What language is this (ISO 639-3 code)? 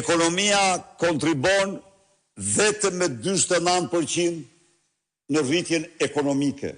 sqi